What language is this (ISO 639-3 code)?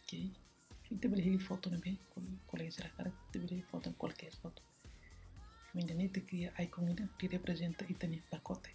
tet